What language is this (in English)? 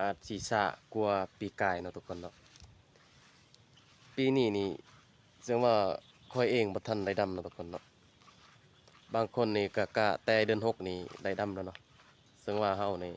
Lao